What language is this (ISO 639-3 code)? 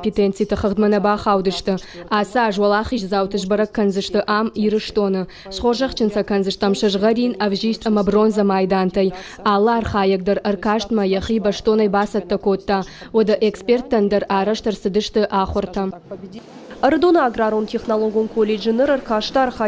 oss